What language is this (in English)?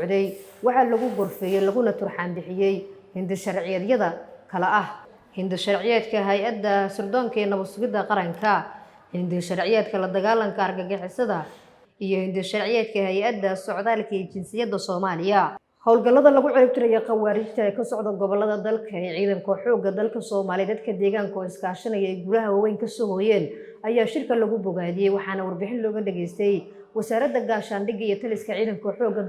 Somali